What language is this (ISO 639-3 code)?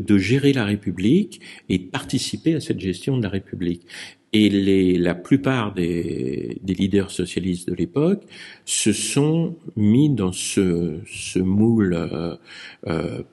fra